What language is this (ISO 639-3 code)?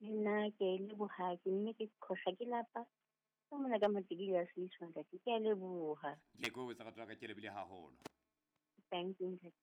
sot